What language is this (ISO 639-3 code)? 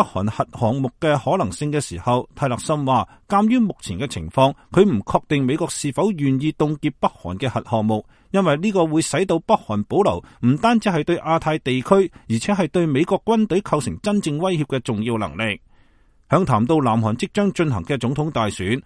yue